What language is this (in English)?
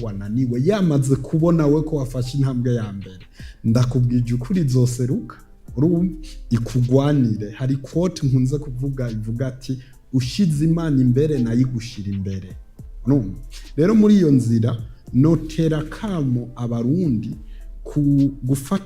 Rundi